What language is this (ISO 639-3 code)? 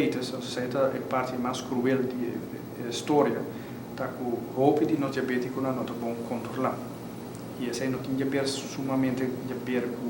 pap